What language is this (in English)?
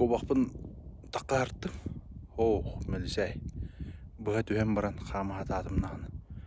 Yakut